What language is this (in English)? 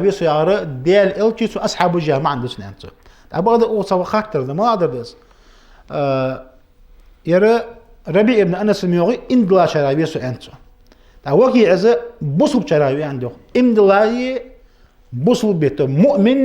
Ingush